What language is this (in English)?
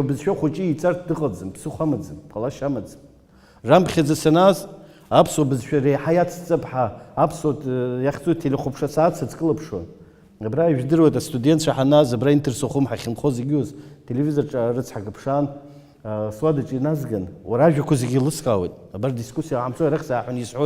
Abkhazian